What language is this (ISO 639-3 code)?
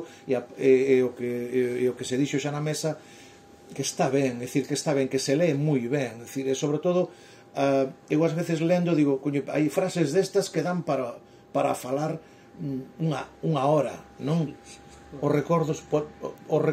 glg